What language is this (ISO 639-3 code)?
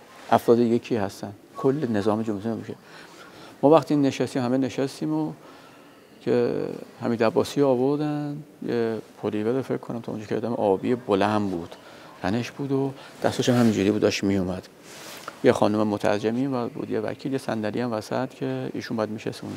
fas